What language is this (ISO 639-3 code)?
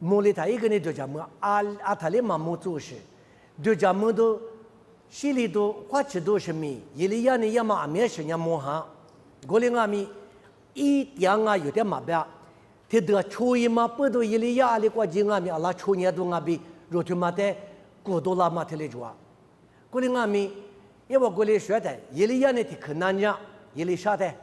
lis